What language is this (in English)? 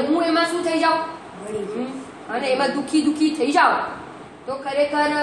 Gujarati